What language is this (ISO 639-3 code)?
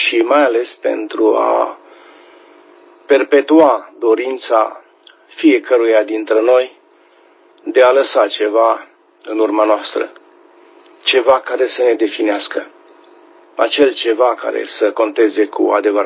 ron